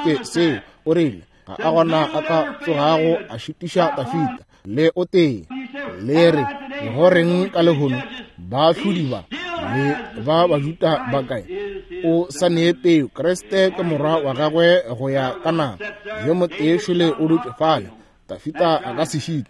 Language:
Northern Sotho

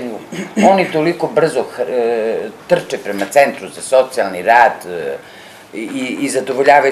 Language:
Serbian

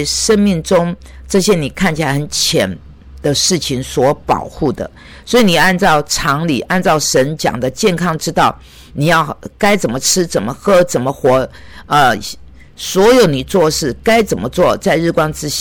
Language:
Chinese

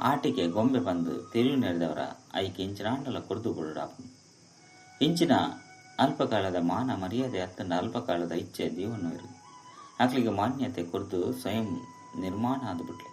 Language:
Tulu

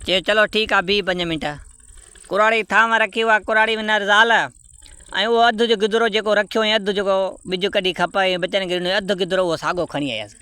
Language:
Sindhi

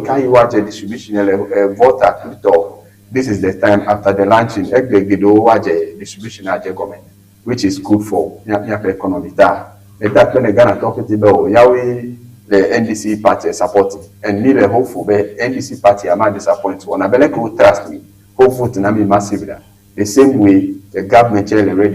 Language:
Ewe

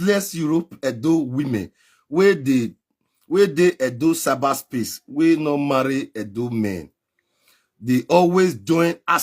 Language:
Nigerian Pidgin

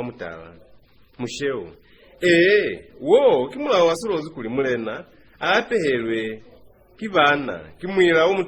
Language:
Lozi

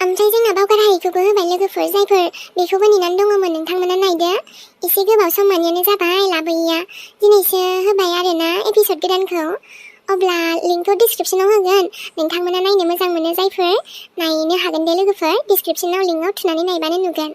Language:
Bodo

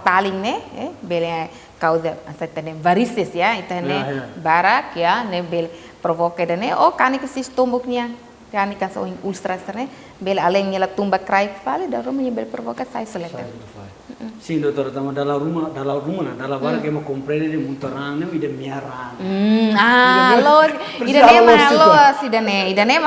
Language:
Tetum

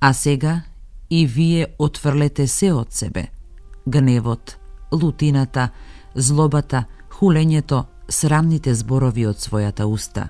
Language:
Macedonian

